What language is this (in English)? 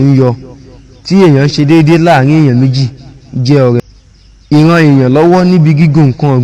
Yoruba